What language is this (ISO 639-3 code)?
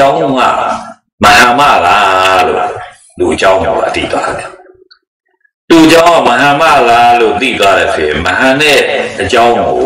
mya